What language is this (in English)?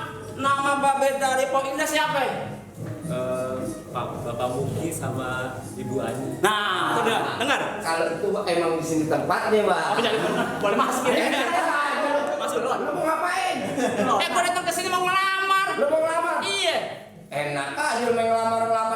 Betawi